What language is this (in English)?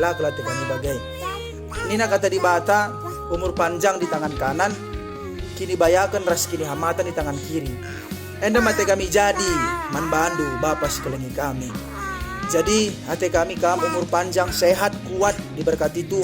Batak Karo